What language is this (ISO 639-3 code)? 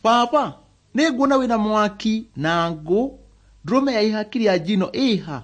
kik